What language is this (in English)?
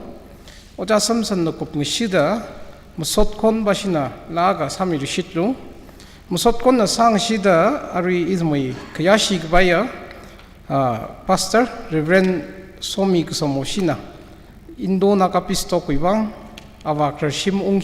Tangkhul Naga (India)